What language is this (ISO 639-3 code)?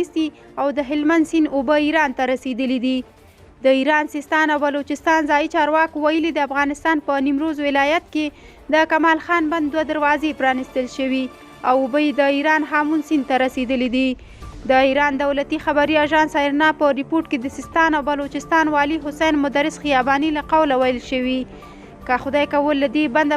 pus